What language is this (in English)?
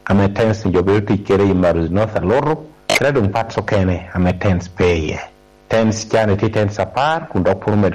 Lango (Uganda)